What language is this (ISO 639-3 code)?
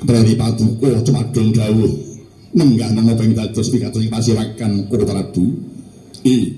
jav